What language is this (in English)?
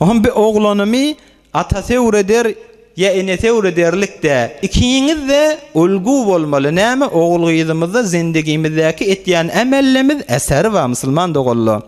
Turkmen